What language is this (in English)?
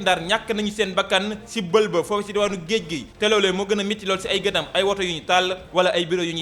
Wolof